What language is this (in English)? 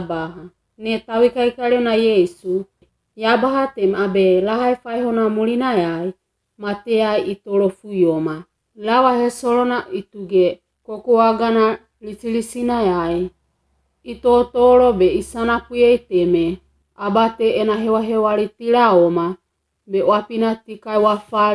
Wagawaga